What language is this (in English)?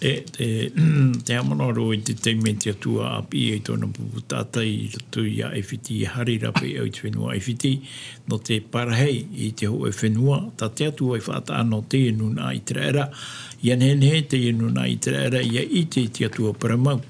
Tahitian